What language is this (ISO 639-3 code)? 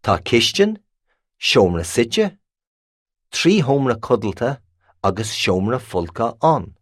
gle